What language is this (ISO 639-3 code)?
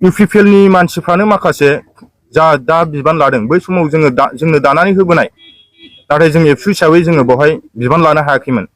brx